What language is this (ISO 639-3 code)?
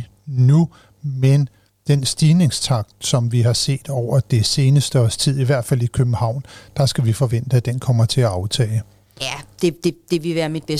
dan